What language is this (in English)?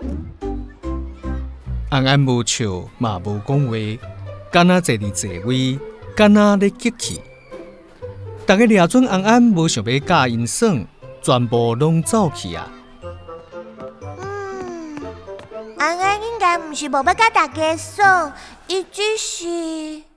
Min Nan Chinese